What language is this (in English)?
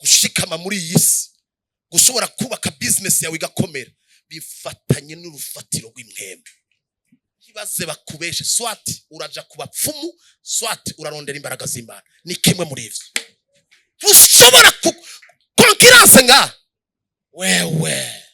Rundi